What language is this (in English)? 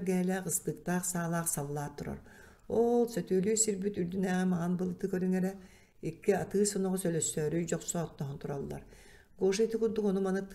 Yakut